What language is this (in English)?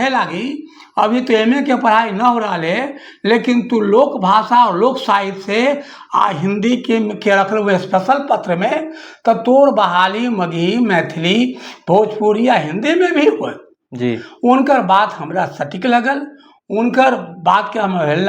Magahi